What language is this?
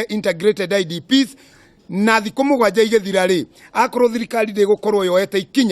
Kikuyu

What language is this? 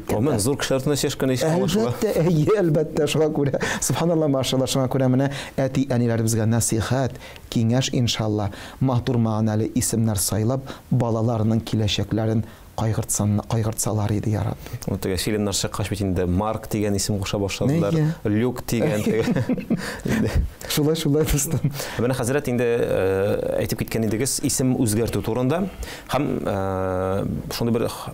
Tatar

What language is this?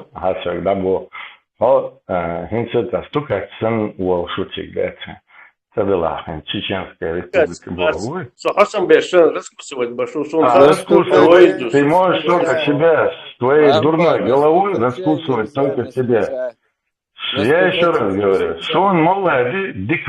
Chechen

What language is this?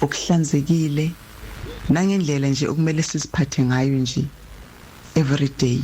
Zulu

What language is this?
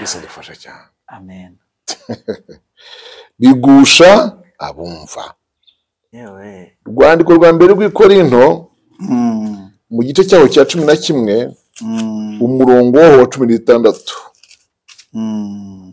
Kinyarwanda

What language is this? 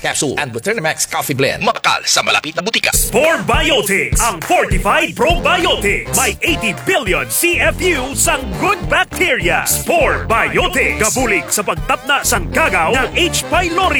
Hiligaynon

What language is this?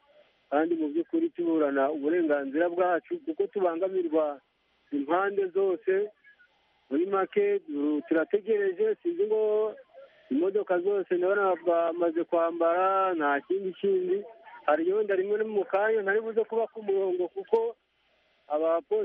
Kinyarwanda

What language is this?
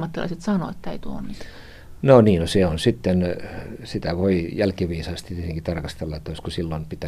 Finnish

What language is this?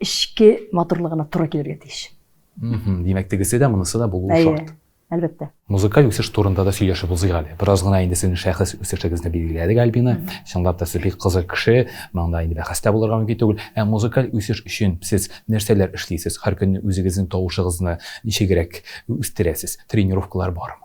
Tatar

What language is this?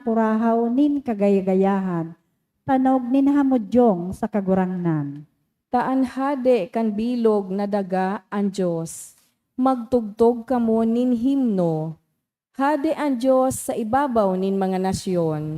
Bikol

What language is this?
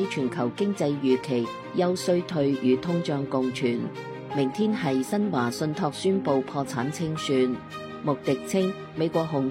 Cantonese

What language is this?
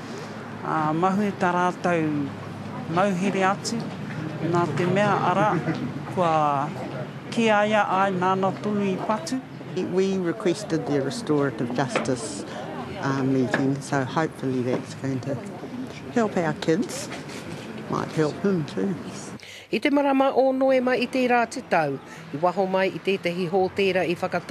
Māori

